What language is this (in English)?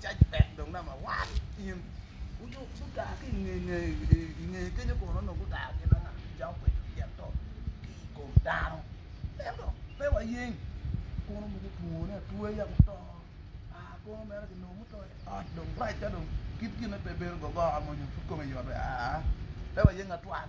Acoli